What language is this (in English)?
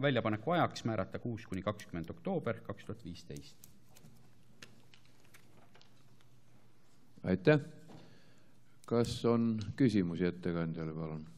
Estonian